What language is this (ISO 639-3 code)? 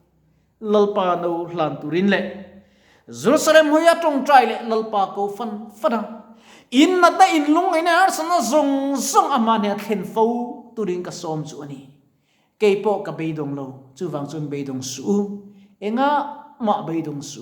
lus